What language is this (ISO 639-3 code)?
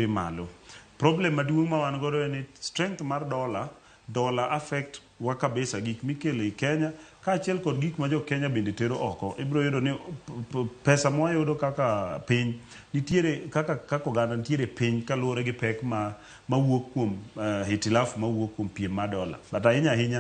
luo